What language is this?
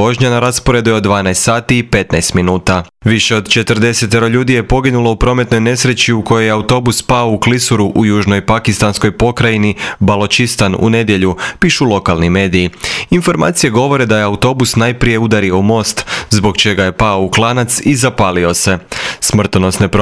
Croatian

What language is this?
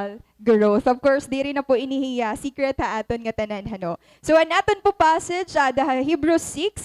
Waray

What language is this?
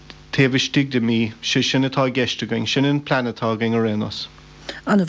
Irish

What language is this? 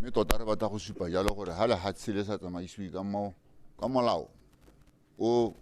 Tswana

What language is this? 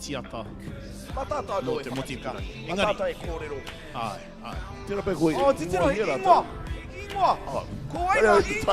Māori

